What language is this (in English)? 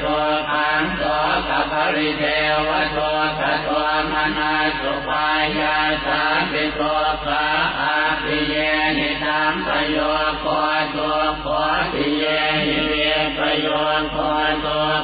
Pali